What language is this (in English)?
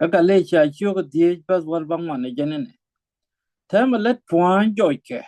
Nuer